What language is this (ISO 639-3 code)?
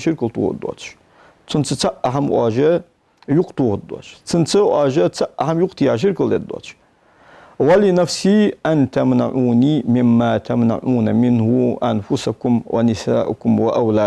inh